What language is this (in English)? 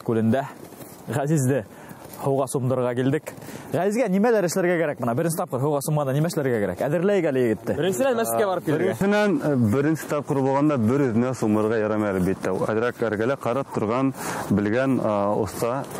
Bashkir